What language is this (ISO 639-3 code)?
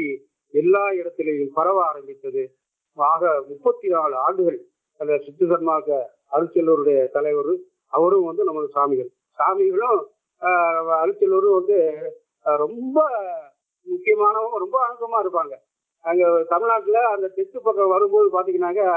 tam